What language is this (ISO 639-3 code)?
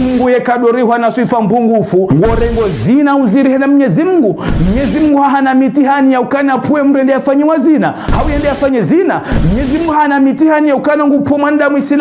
zdj